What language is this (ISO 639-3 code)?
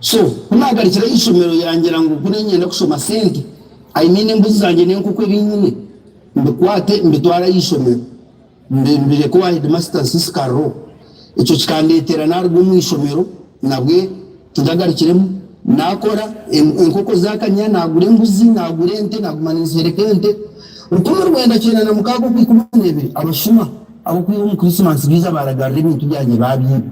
nyn